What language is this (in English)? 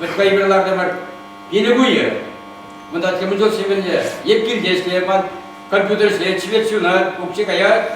Chuvash